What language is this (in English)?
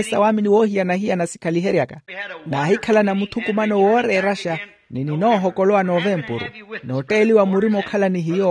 Makhuwa